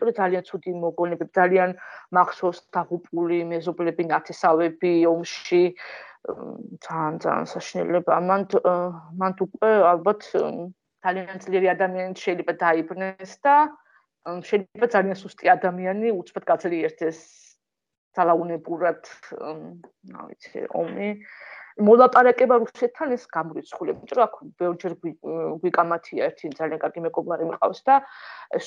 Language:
Georgian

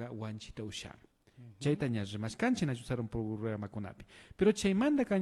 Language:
Imbabura Highland Quichua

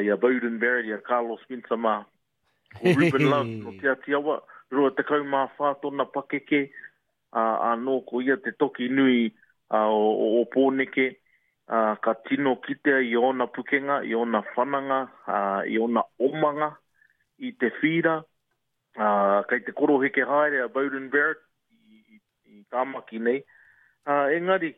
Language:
Māori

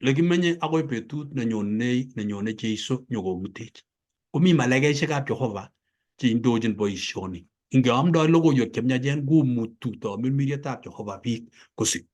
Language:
Kalenjin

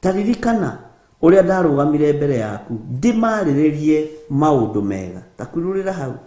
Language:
Kikuyu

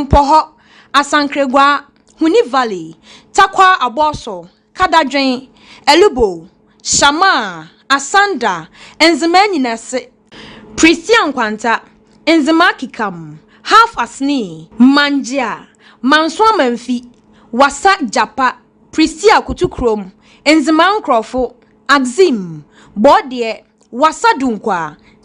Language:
Akan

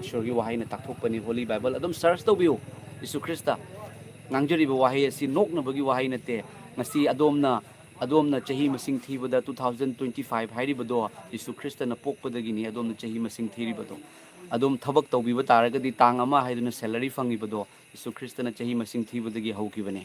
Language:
Manipuri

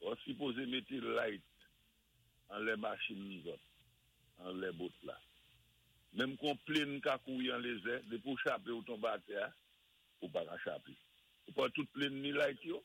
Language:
Saint Lucian Creole French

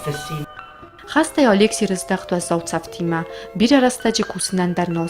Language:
Ossetic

